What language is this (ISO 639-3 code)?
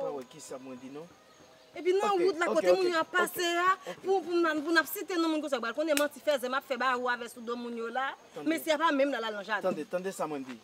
hat